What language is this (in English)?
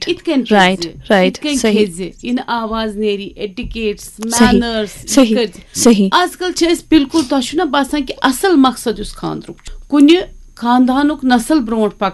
Kashmiri